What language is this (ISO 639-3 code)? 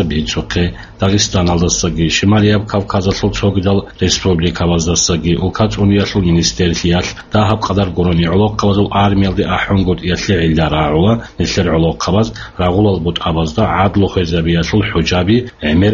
ava